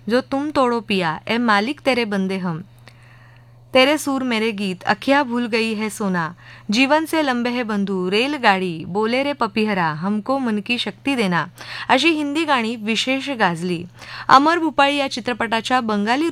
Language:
Marathi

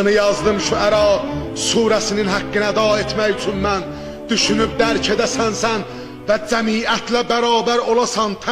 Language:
South Azerbaijani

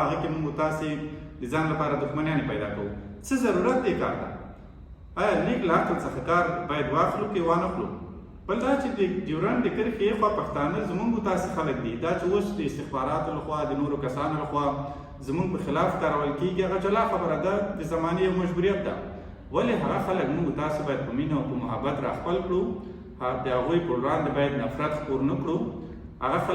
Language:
Pashto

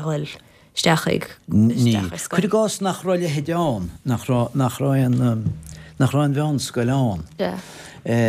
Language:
Irish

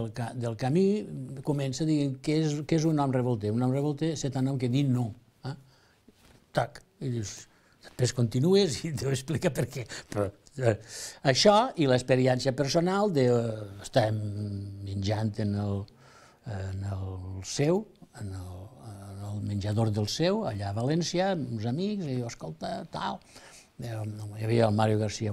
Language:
Catalan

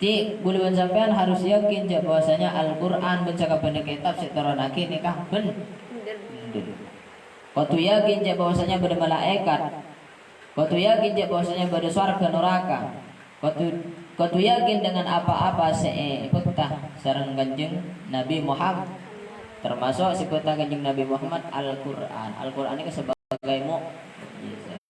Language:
Madurese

